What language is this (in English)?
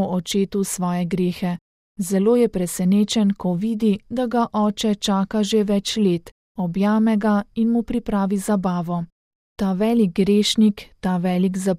Slovenian